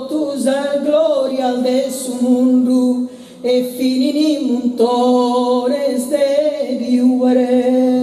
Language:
Sardinian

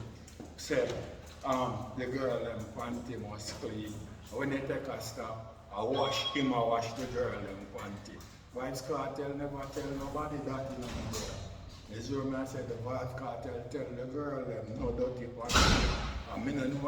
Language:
Jamaican Creole English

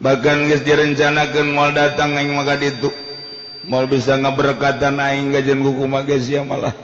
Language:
Sundanese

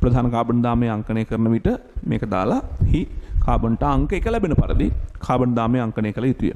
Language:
Sinhala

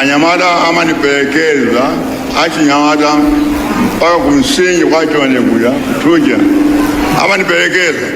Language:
Nyanja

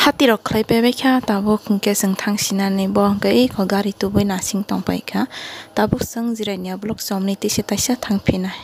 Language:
Kok Borok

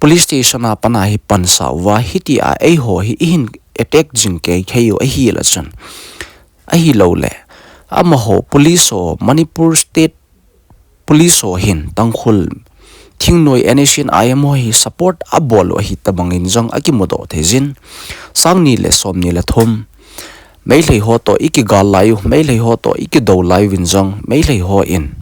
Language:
Thado Chin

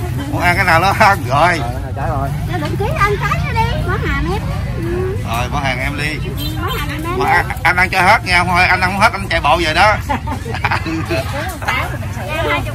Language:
Vietnamese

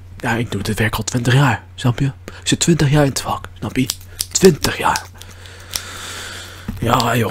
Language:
Dutch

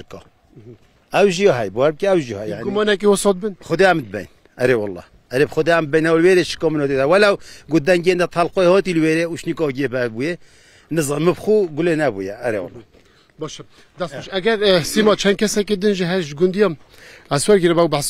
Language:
Kurdish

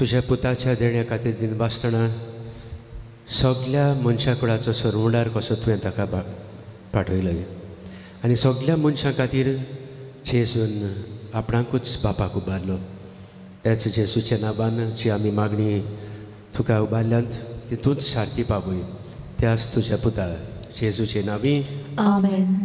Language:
Konkani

